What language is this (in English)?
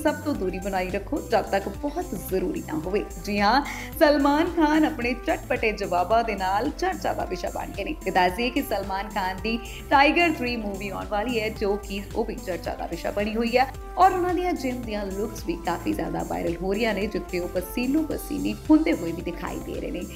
Punjabi